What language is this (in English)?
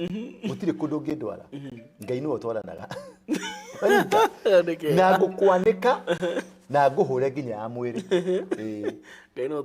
Kikuyu